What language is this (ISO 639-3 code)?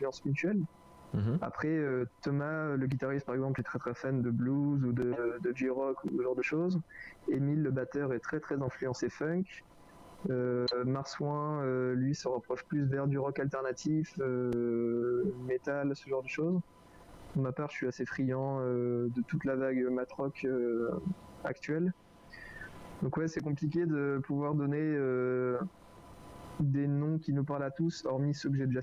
fra